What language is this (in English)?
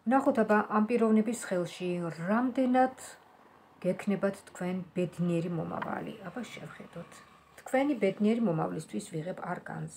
Georgian